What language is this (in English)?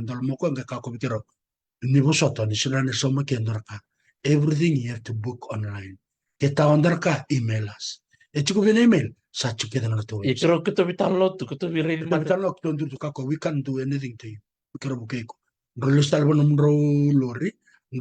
Fijian